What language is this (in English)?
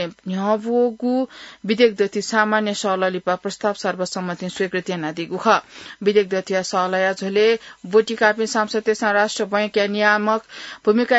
Newari